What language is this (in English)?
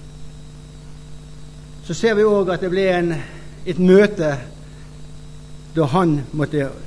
Norwegian